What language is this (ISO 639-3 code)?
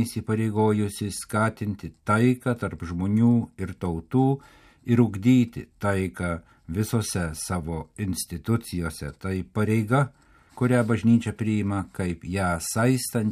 lit